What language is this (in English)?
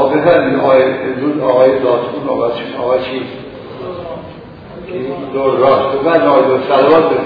Persian